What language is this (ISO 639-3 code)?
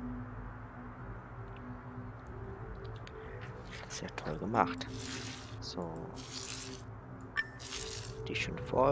deu